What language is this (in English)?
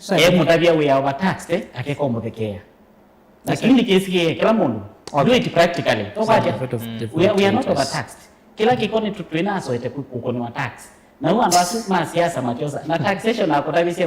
Kamba